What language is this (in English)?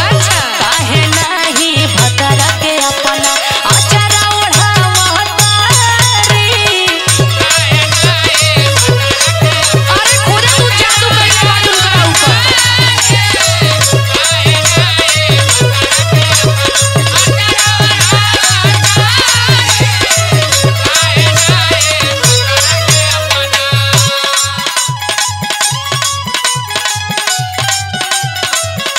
Bhojpuri